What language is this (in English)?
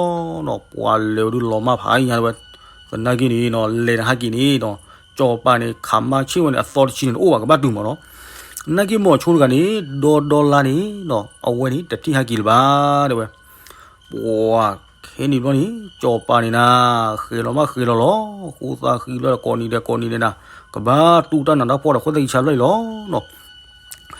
S'gaw Karen